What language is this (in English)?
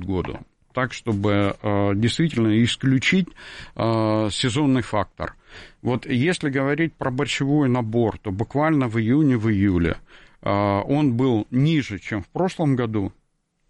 Russian